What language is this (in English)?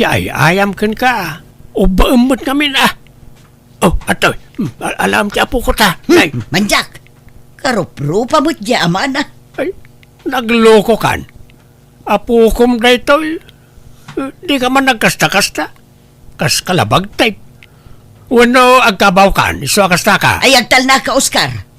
Iloko